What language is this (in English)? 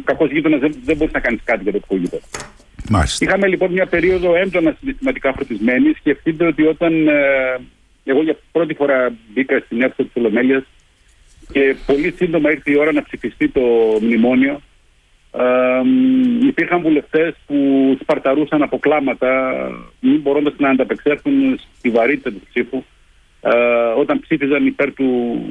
Greek